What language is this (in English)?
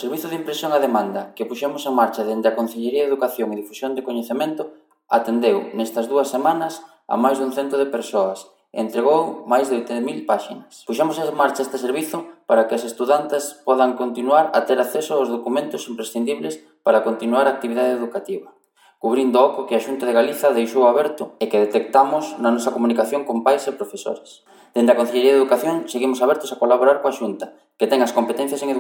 Galician